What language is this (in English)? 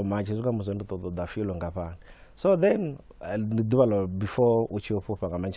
Venda